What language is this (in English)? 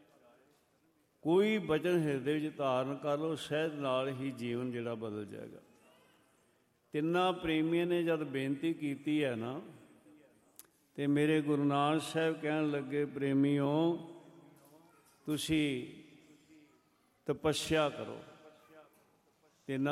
Punjabi